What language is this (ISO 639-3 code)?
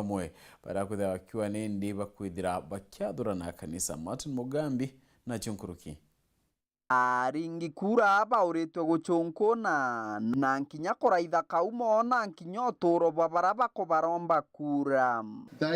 mer